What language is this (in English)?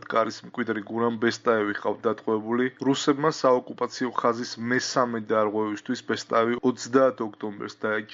Georgian